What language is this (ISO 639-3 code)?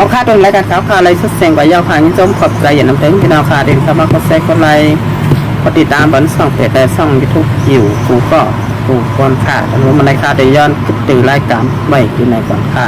shn